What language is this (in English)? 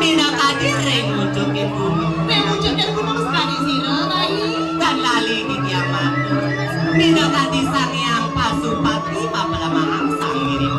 Balinese